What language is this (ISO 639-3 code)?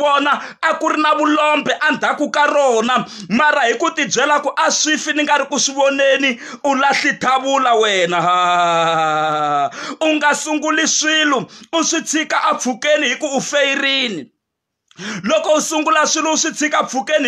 tso